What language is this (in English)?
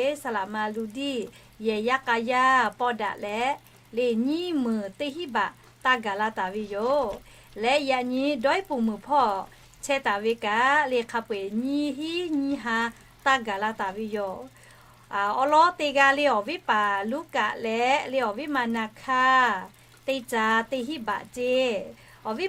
Lahu